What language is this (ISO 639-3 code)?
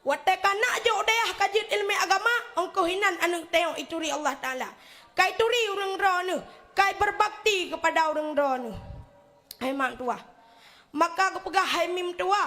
ace